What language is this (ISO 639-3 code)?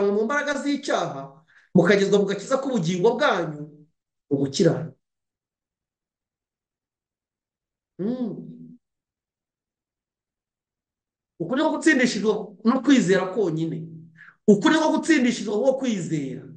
kin